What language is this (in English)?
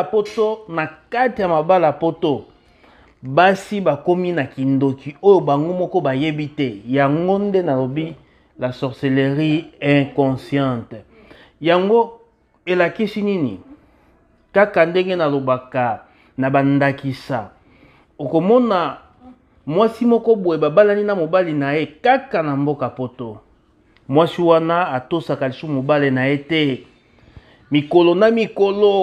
Lingala